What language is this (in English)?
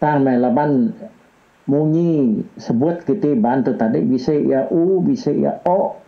Iban